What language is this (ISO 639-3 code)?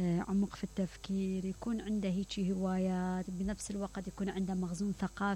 acm